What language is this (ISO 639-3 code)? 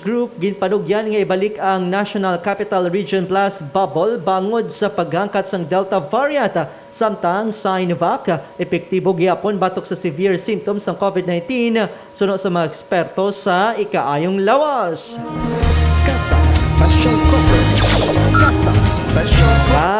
hil